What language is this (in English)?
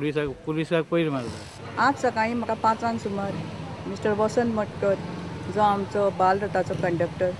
Konkani